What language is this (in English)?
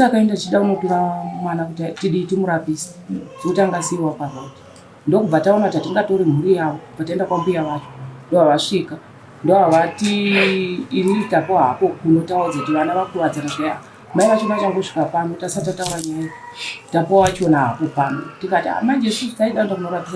Shona